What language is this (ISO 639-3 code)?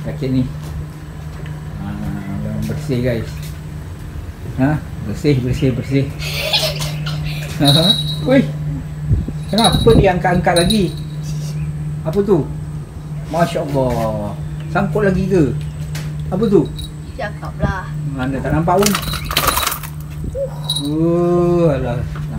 msa